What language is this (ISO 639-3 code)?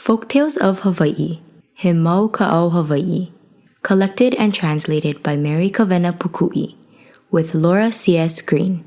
haw